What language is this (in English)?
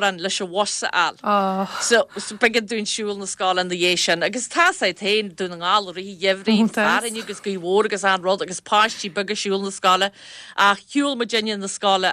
Irish